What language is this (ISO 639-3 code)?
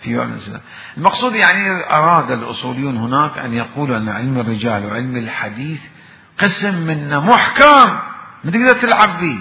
acm